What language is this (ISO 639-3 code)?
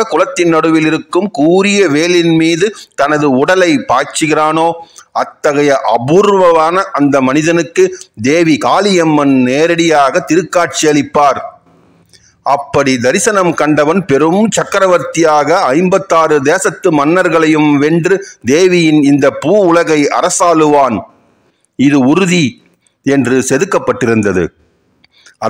tam